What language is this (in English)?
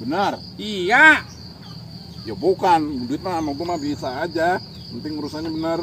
Betawi